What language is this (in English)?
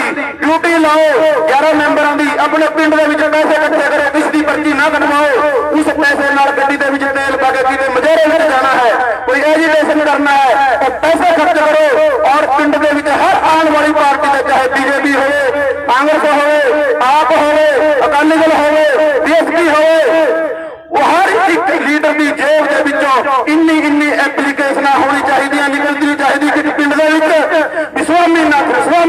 Punjabi